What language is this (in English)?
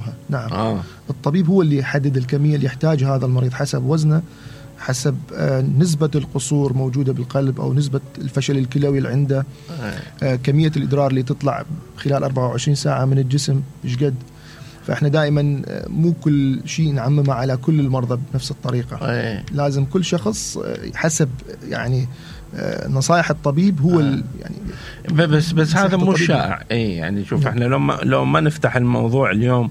Mesopotamian Arabic